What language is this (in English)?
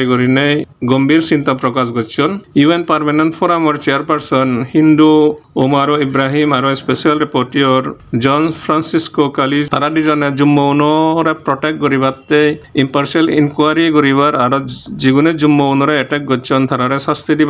Chakma